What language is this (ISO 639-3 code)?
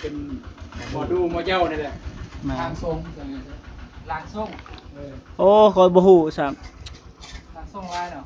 tts